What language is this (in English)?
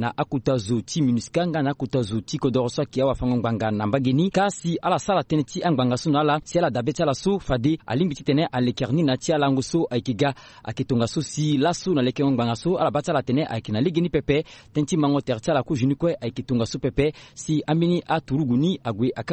Sango